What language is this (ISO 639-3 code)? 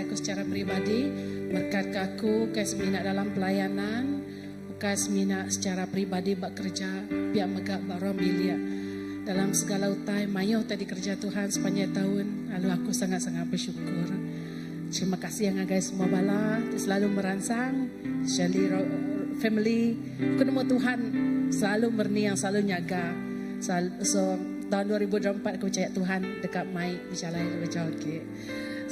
iba